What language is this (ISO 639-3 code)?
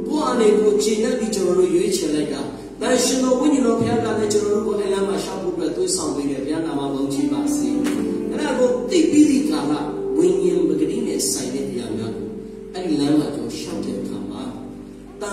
mya